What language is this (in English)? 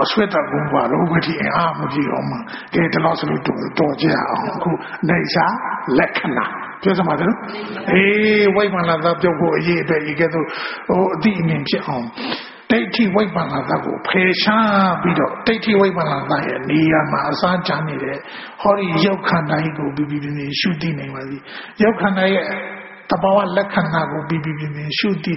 Burmese